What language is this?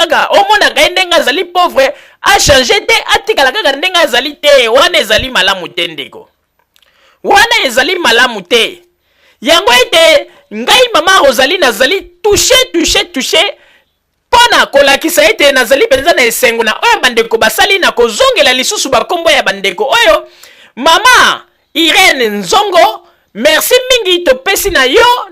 Lingala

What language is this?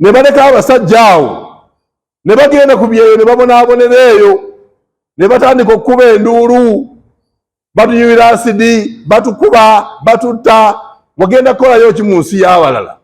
Ganda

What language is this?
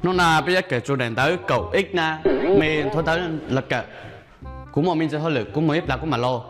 Hmong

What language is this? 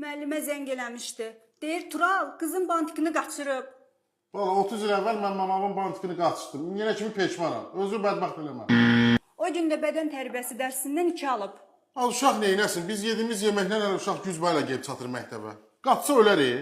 Azerbaijani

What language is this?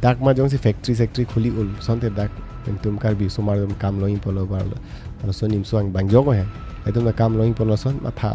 Karbi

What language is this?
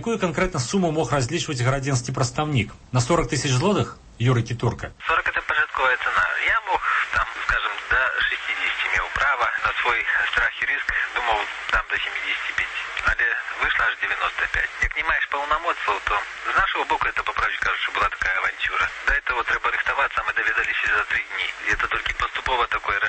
Belarusian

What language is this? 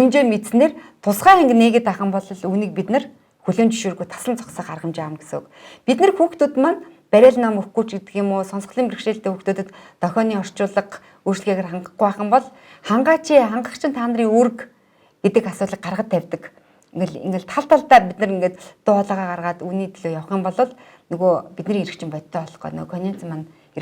Mongolian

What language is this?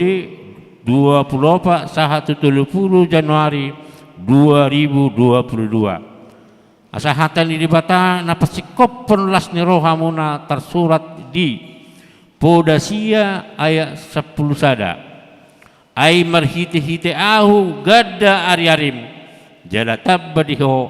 Batak Toba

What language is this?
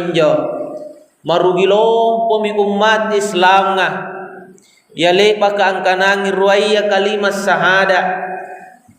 Makasar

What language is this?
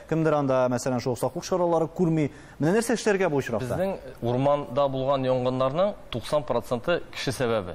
Tatar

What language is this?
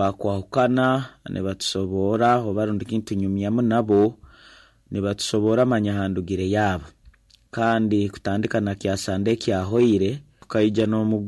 Nyankole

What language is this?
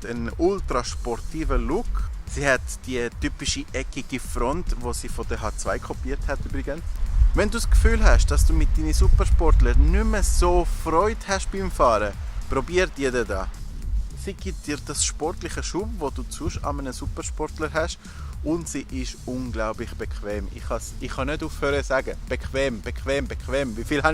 Swiss German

